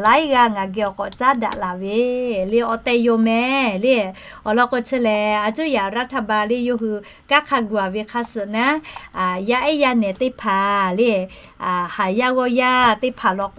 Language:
Lahu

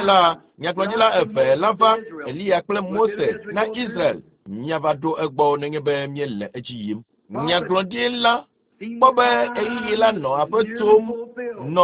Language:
Ewe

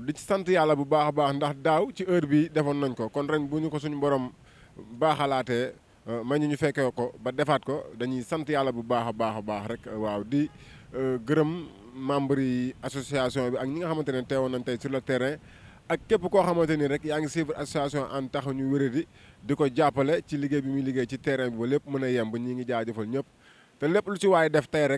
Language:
Wolof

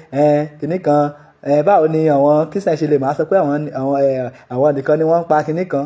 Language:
Yoruba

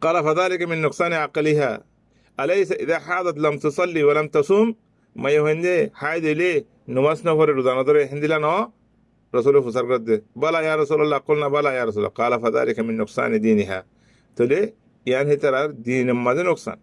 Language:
Rohingya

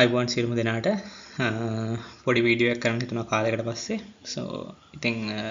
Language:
Sinhala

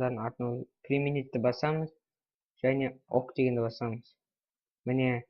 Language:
Kazakh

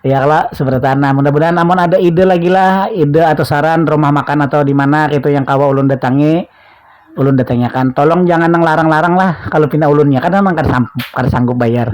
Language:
Banjar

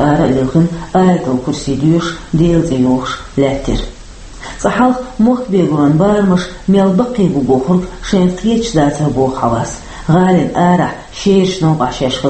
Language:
Chechen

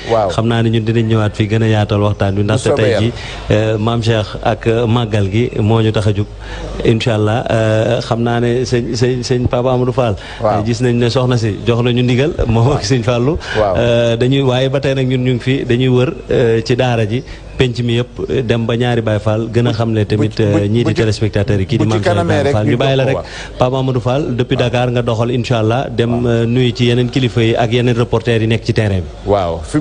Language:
Wolof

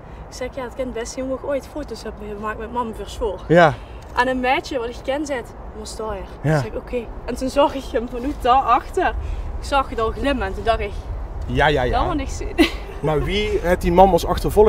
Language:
Limburgish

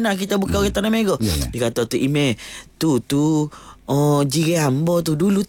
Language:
Malay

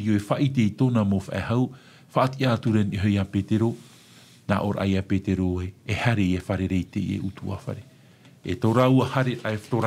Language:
Tahitian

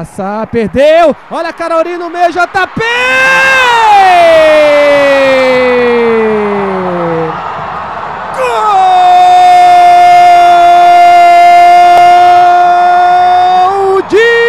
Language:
Portuguese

